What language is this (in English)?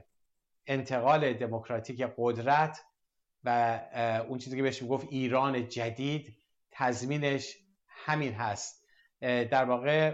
Persian